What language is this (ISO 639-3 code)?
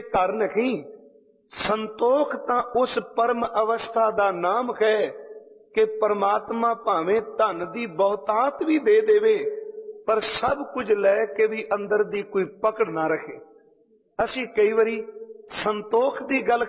pan